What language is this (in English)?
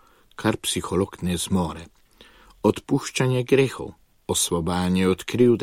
Slovenian